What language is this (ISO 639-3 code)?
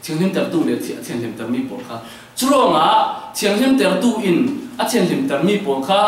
cfm